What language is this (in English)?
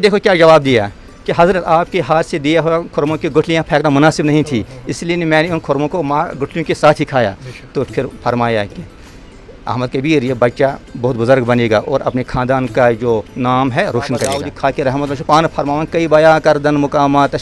Kashmiri